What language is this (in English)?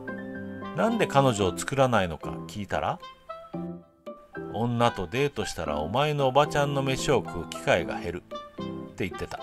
Japanese